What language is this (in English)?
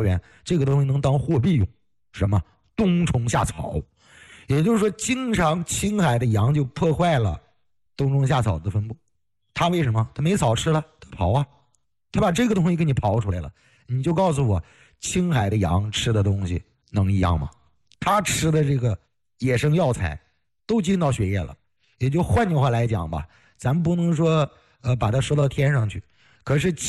Chinese